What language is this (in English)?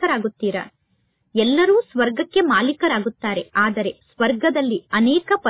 Kannada